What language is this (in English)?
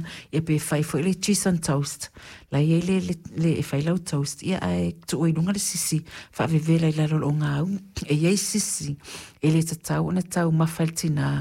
Samoan